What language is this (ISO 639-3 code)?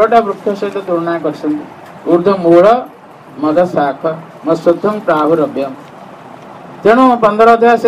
ori